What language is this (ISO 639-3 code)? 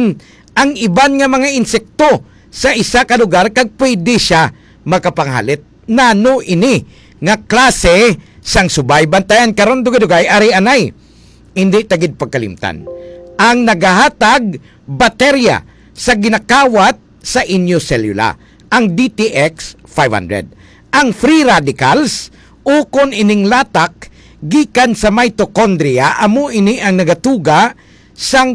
hil